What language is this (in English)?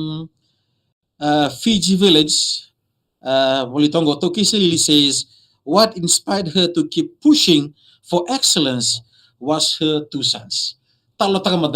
Fijian